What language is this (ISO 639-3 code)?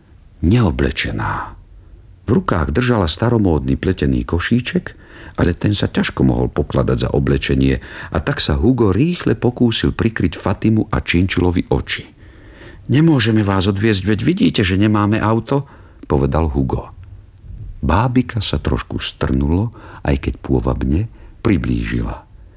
slk